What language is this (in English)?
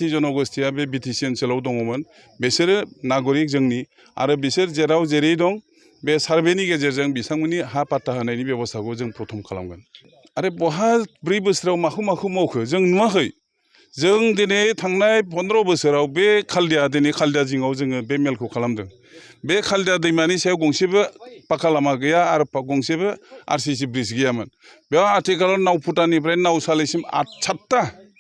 Bodo